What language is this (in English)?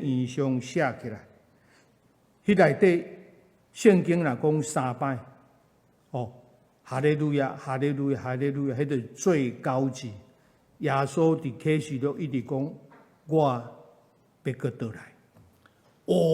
Min Nan Chinese